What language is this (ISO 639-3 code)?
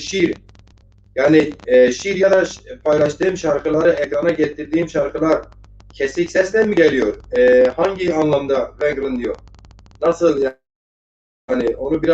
zza